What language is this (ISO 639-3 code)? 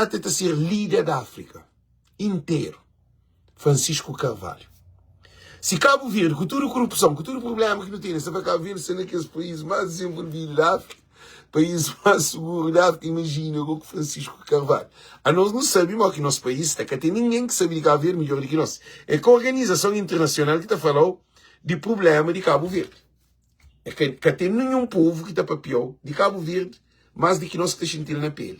kea